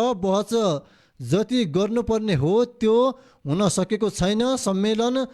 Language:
Nepali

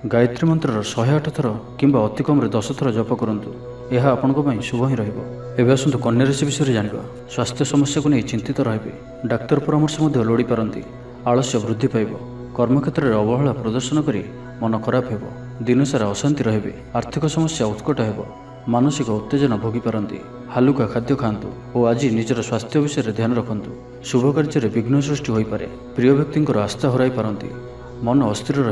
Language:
Odia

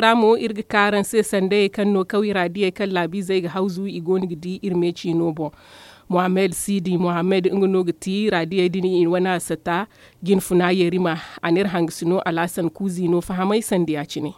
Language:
Zarma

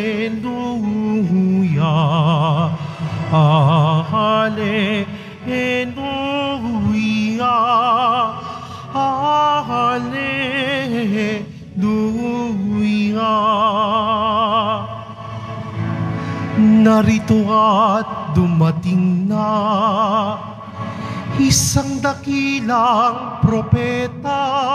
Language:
Filipino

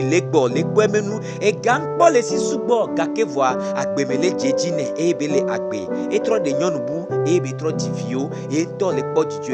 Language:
Gen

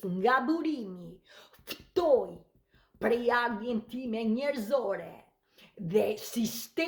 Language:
Albanian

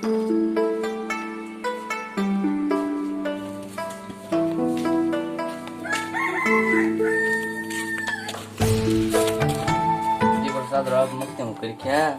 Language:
Kok Borok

